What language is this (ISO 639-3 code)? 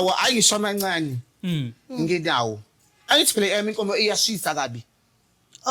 zul